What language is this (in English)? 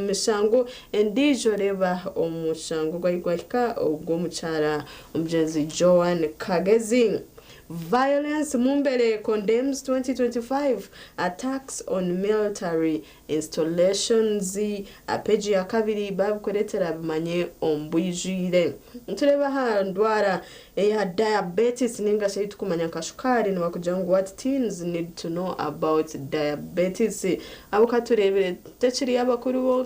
Nyankole